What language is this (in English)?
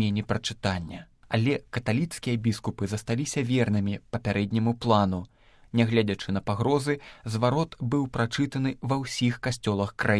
Belarusian